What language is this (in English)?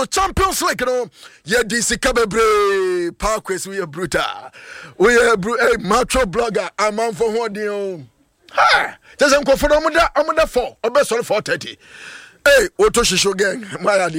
Akan